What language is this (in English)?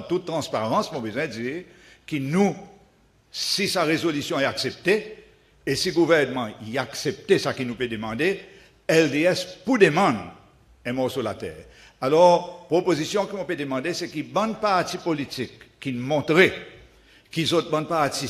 Seselwa Creole French